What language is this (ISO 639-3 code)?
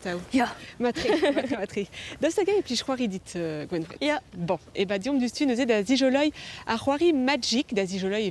bre